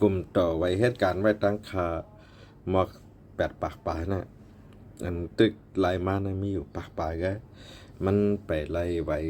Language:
Shan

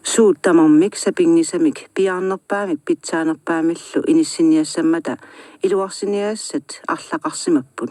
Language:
Kalaallisut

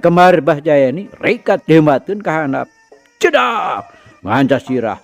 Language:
Sundanese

